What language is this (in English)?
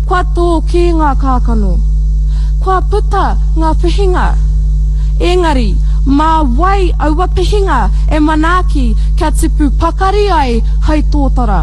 Māori